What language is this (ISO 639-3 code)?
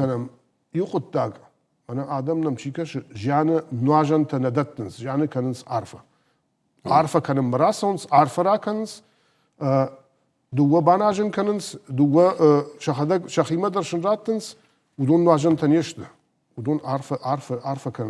oss